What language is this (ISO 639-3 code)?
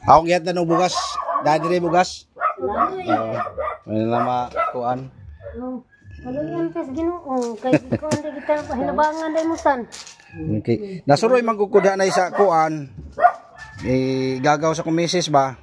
ceb